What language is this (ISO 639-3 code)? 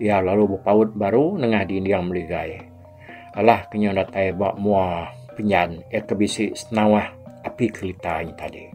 iba